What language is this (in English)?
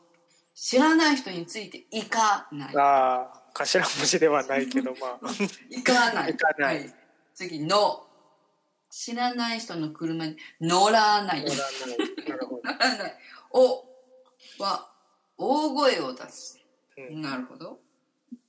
Japanese